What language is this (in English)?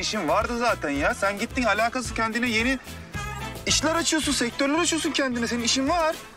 Turkish